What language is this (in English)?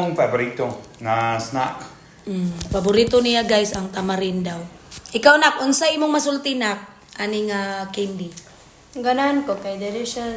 Cebuano